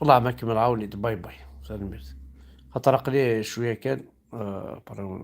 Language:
Kabyle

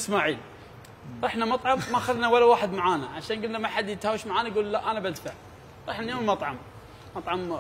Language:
Mesopotamian Arabic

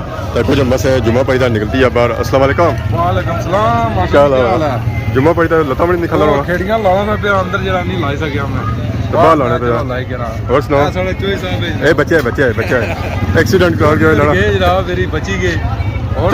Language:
Pahari-Potwari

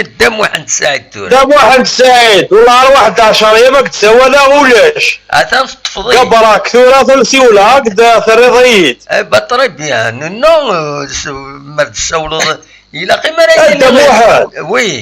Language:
Kabyle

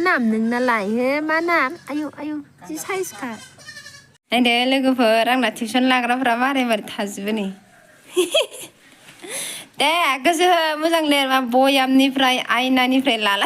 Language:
Bodo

